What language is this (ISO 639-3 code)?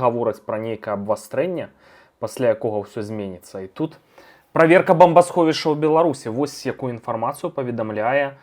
bel